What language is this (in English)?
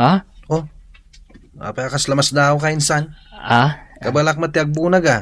Iloko